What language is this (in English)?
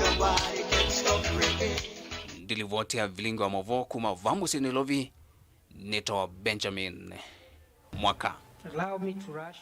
Kamba